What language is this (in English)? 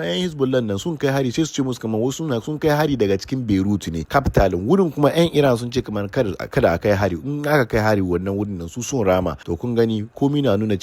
Hausa